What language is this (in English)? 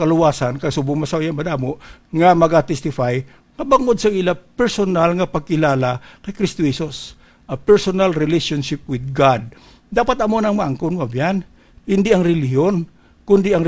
Hiligaynon